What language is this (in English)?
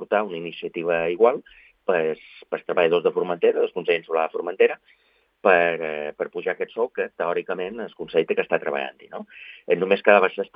Catalan